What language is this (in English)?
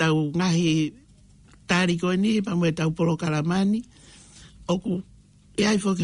Tongan